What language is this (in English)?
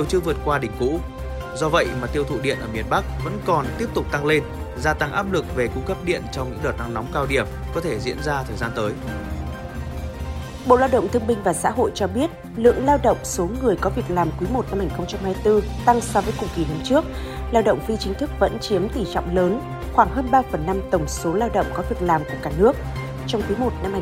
Vietnamese